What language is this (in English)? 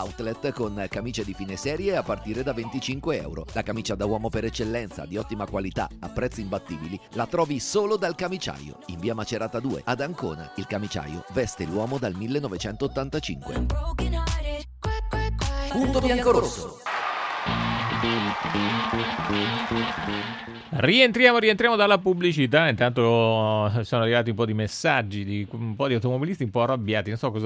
Italian